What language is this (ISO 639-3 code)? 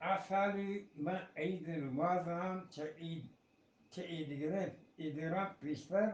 bgp